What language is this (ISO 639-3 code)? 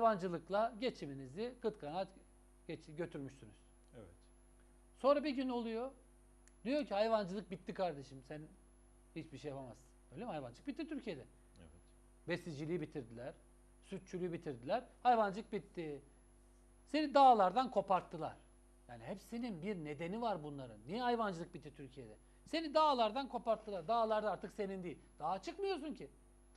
tur